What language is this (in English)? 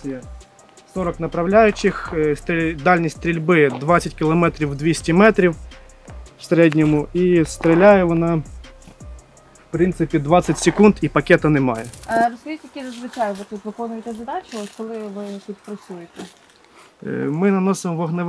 Ukrainian